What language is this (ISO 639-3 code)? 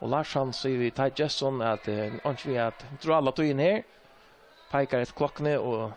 fao